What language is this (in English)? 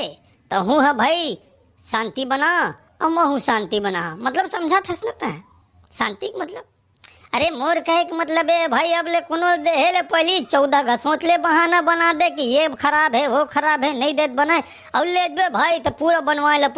Chhattisgarhi